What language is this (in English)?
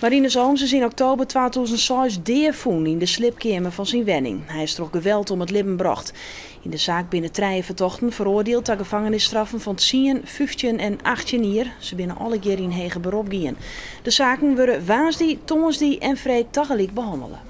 Western Frisian